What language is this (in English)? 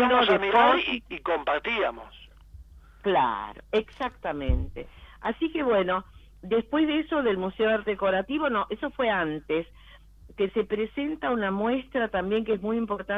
Spanish